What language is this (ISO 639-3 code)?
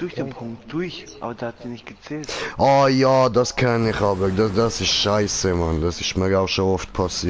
gsw